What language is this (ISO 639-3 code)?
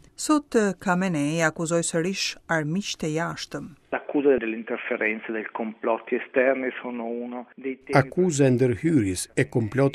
sqi